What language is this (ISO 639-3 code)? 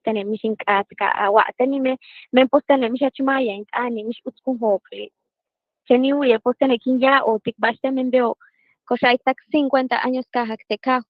yua